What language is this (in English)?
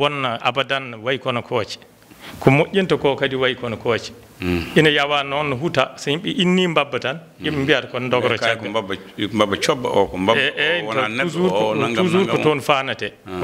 Fula